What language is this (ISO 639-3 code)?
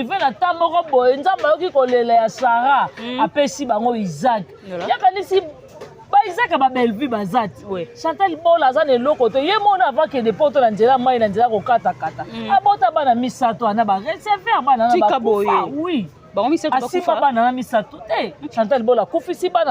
lin